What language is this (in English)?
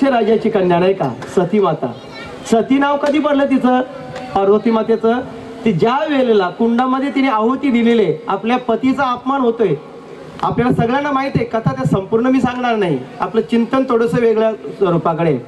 Marathi